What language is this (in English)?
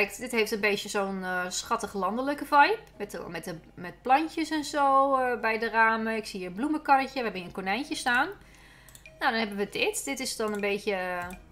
Dutch